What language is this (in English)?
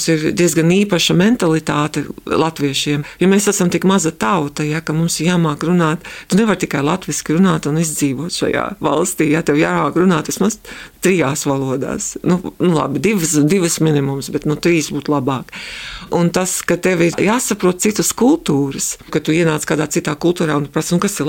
Latvian